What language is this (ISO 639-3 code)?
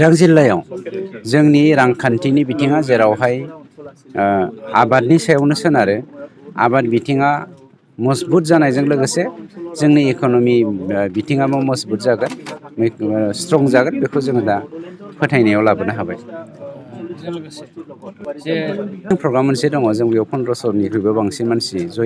brx